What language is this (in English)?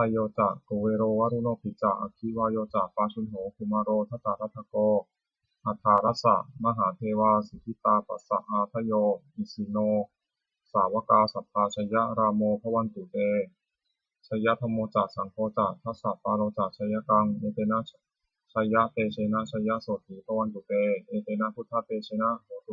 Pali